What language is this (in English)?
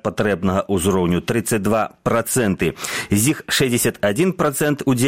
Belarusian